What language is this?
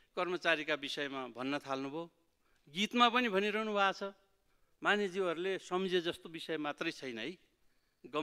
Nepali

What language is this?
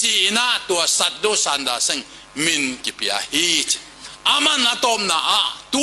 Tedim Chin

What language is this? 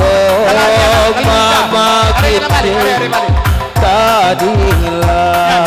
Batak Karo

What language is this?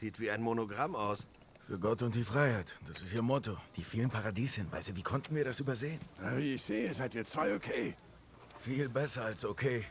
Swiss German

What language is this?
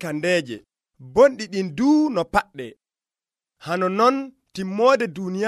Nigerian Fulfulde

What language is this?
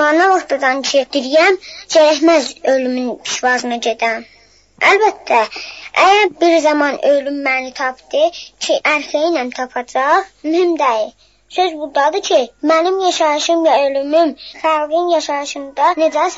South Azerbaijani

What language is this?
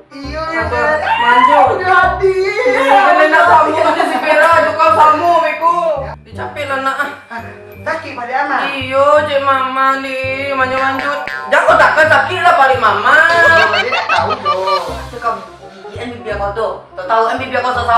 Minangkabau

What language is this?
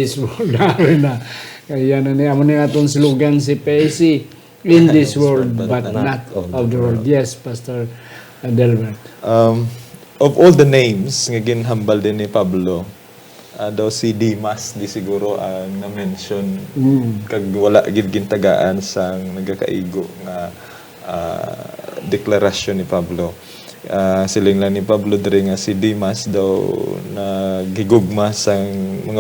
Hiligaynon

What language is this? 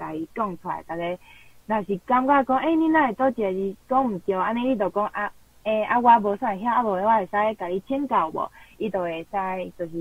Min Nan Chinese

